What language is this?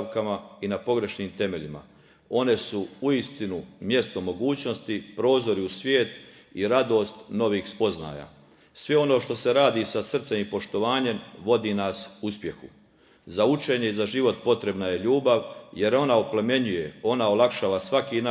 Croatian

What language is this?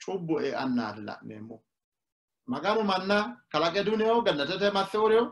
Sidamo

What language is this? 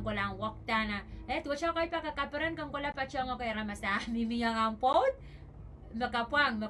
Pohnpeian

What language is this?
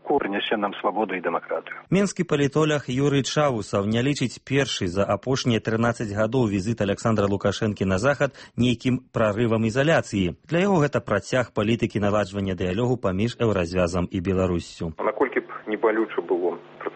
Belarusian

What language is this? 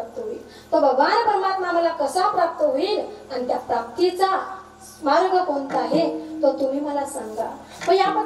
Marathi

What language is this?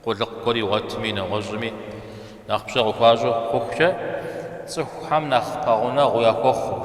Kabardian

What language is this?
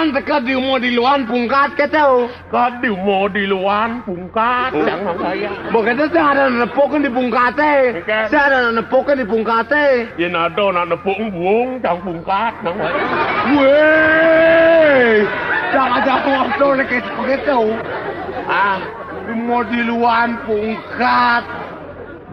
Balinese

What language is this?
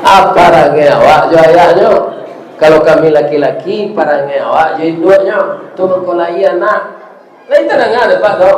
Minangkabau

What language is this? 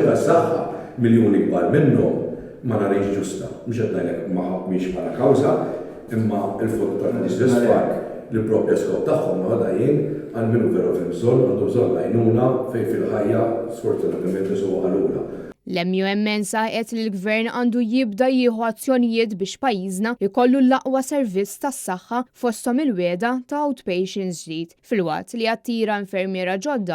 Maltese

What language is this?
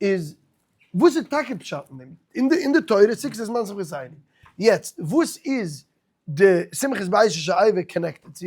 Yiddish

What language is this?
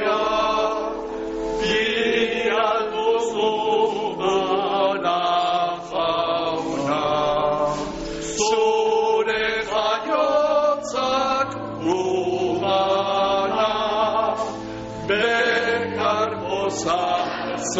Basque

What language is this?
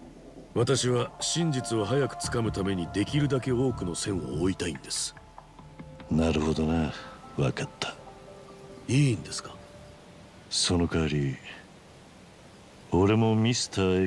Japanese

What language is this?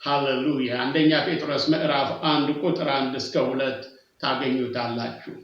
Amharic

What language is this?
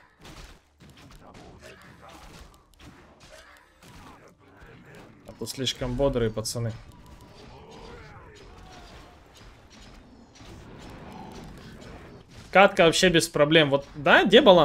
Russian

